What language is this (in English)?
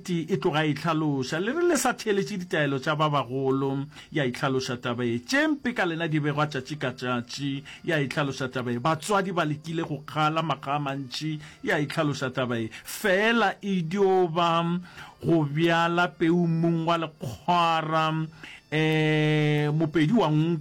Northern Sotho